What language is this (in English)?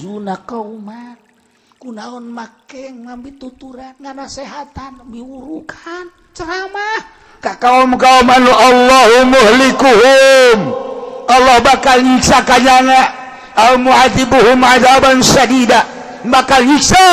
Sundanese